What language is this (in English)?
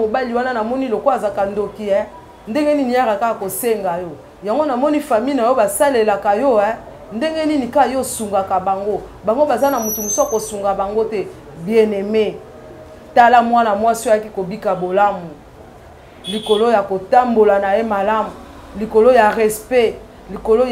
Lingala